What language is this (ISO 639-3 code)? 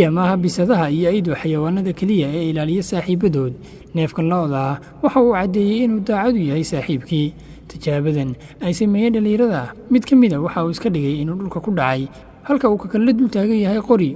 som